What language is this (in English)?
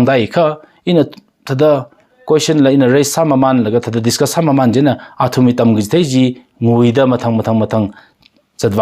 Tangkhul Naga (India)